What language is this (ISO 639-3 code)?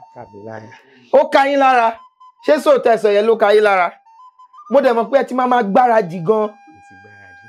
yor